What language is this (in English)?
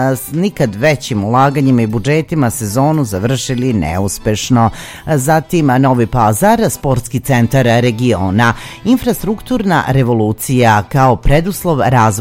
Serbian